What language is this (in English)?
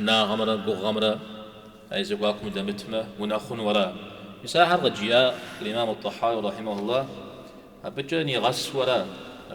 Kabardian